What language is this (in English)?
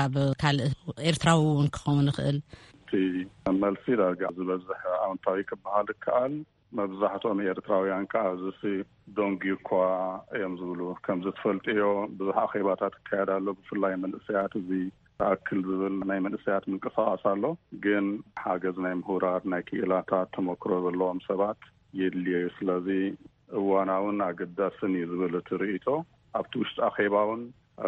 Tigrinya